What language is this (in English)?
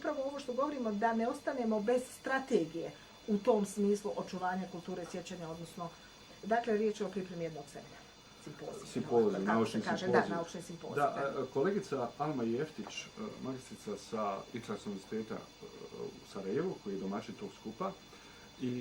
Bosnian